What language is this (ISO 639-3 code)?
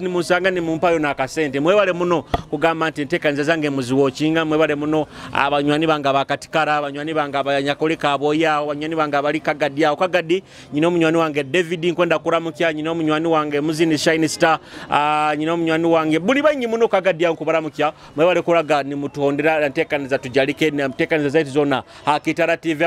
nyo